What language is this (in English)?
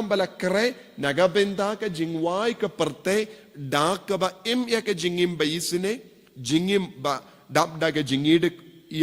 Khasi